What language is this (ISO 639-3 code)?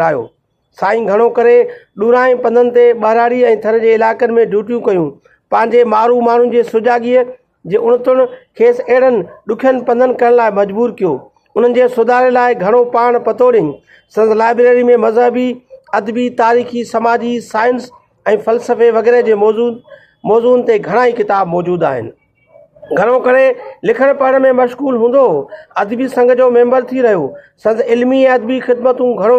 snd